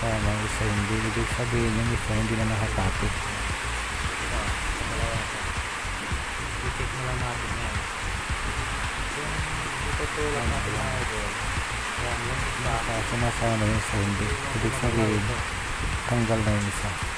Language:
Filipino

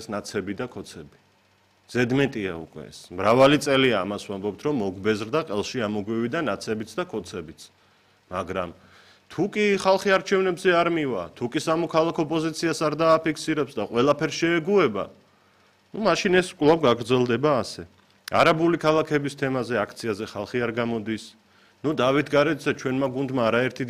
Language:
Georgian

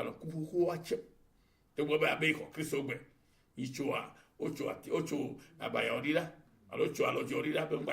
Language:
Ewe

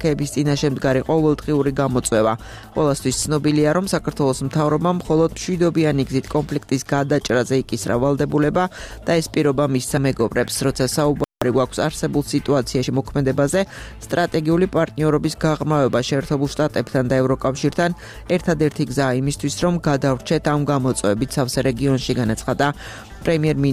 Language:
Georgian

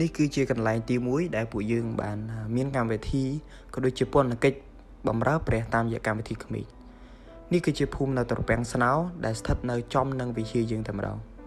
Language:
Khmer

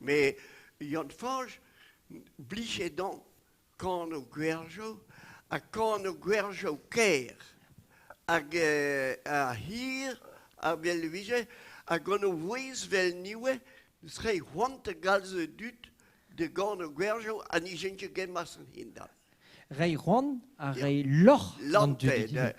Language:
Breton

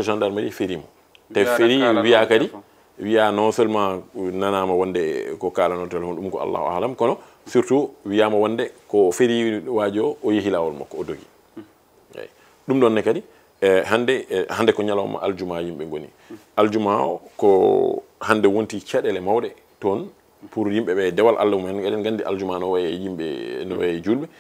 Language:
Fula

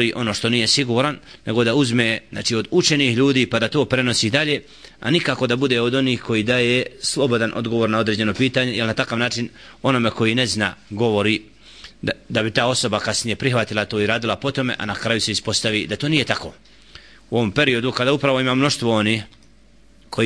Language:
Bosnian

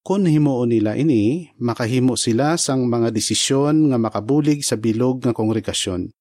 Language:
Hiligaynon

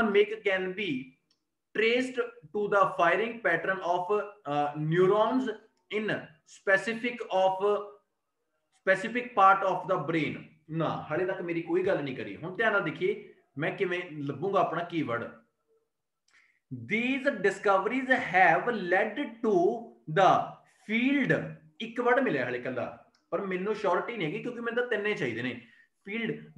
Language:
Punjabi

